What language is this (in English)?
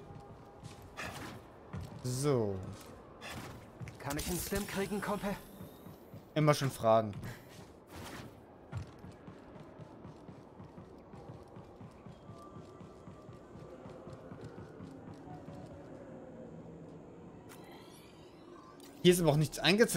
German